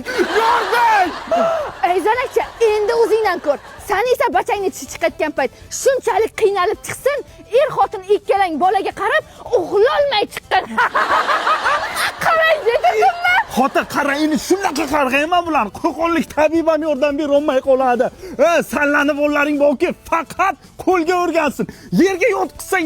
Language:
Uzbek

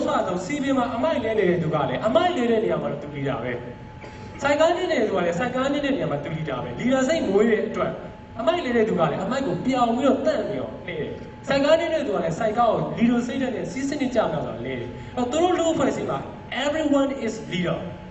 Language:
Burmese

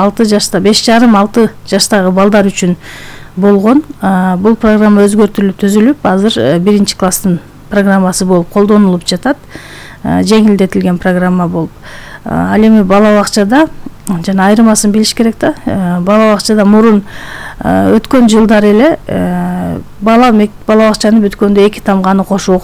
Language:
Kyrgyz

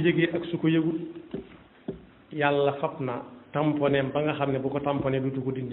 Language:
Wolof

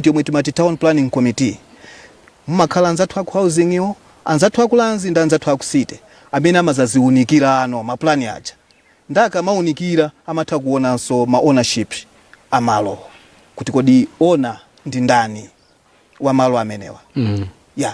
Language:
Nyanja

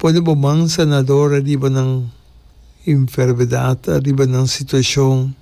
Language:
Papiamento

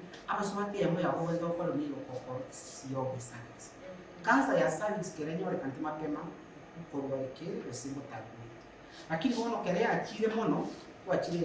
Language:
Gusii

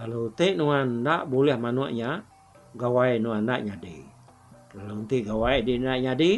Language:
Iban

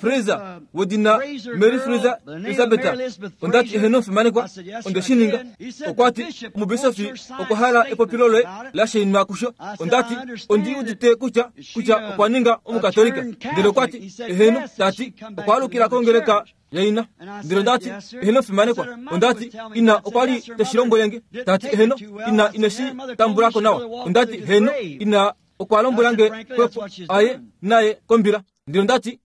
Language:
Kuanyama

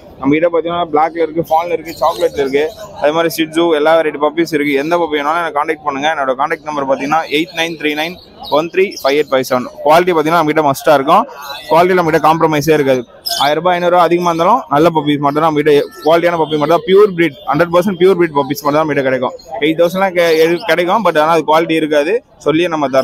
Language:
Tamil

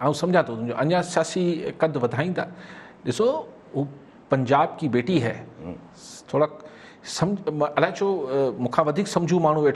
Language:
Sindhi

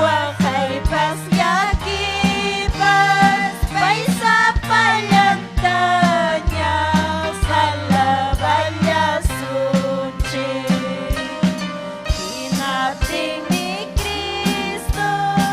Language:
Ayacucho Quechua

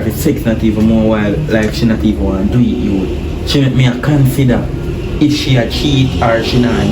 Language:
Jamaican Creole English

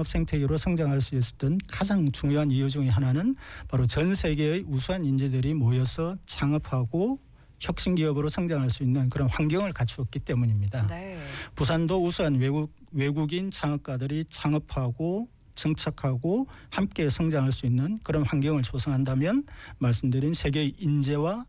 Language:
Korean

